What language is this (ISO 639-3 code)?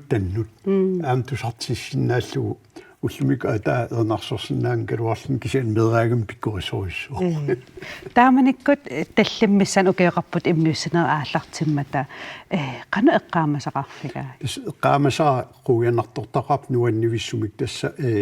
kal